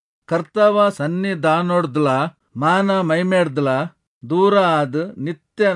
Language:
Tulu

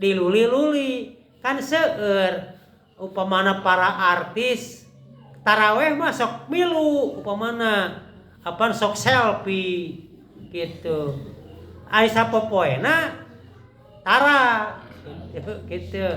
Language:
Sundanese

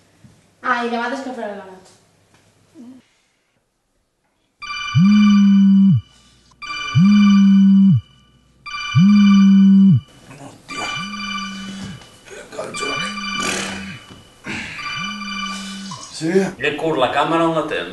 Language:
Catalan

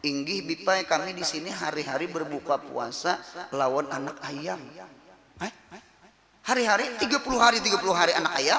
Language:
Banjar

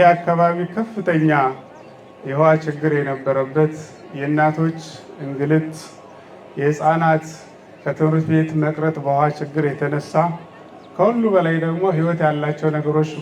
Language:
Amharic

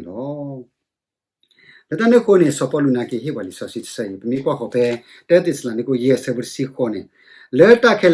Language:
S'gaw Karen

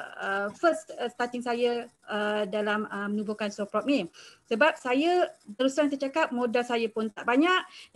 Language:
Malay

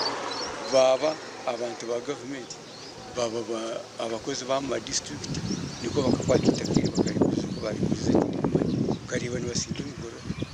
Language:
Nyankole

